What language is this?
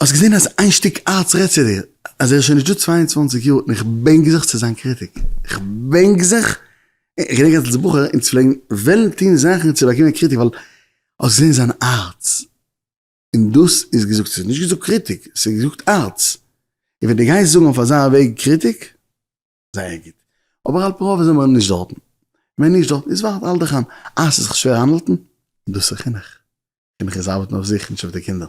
Yiddish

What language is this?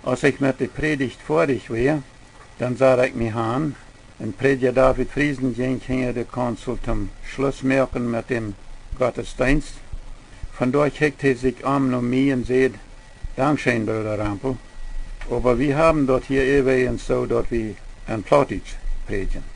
Plautdietsch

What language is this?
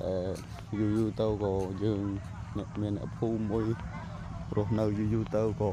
Khmer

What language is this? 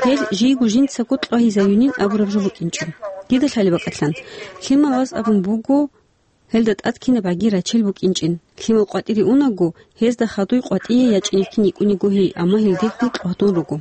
Avaric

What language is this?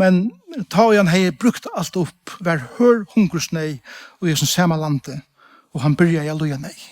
Faroese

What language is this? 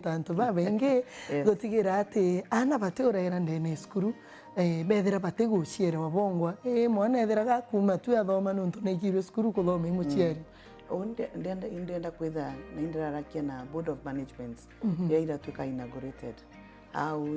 Meru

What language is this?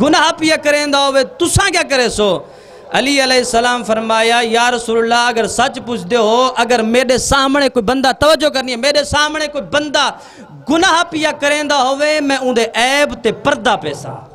Saraiki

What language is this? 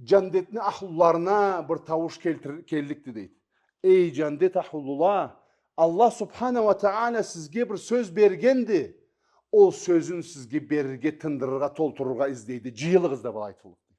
Karachay-Balkar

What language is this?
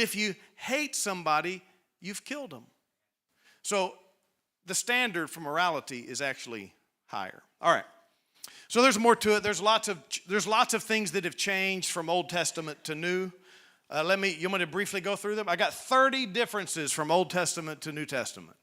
English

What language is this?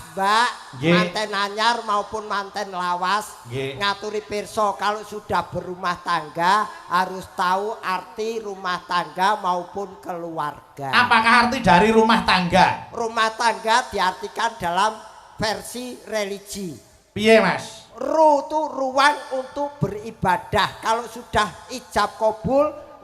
Javanese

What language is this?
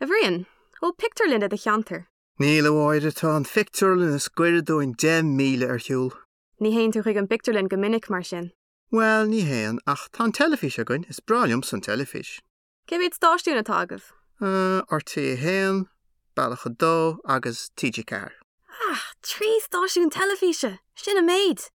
Irish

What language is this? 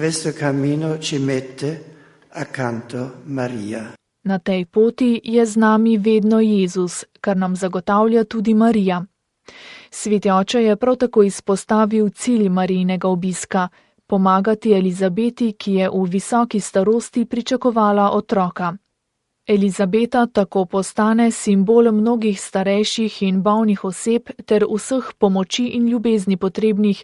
Slovenian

